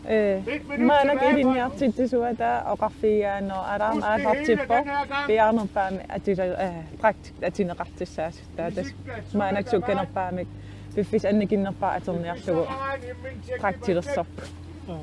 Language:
Kalaallisut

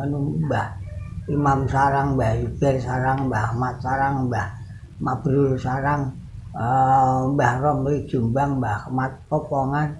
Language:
Javanese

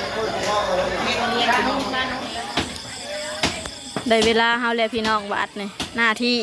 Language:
Lao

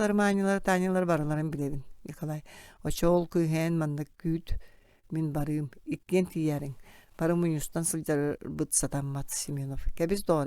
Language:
Yakut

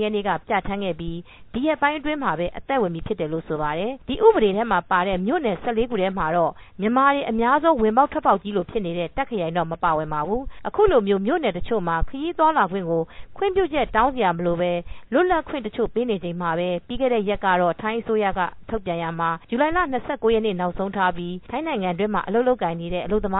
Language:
Burmese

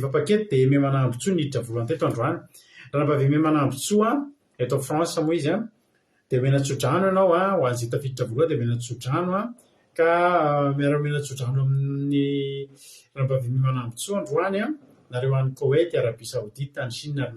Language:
Malagasy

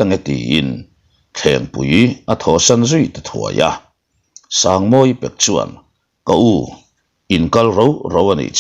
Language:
Mizo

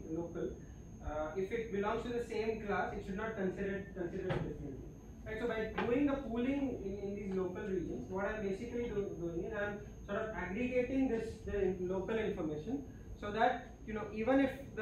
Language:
English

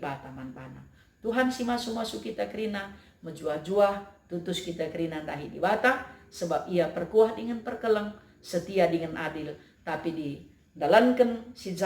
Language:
Batak Karo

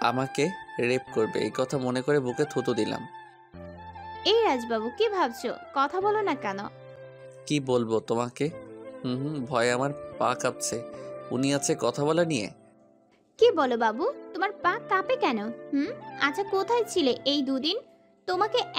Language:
Bangla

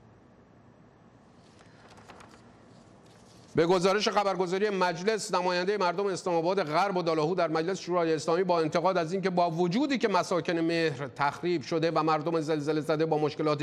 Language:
Persian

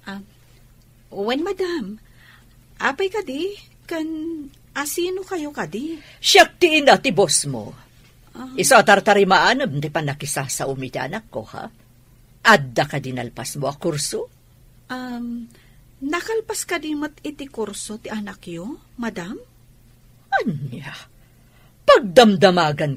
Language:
Iloko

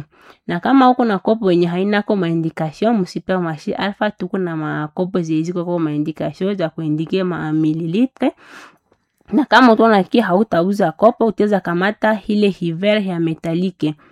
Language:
Swahili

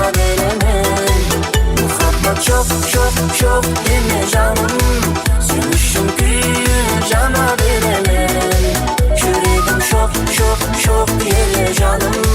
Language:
Kara-Kalpak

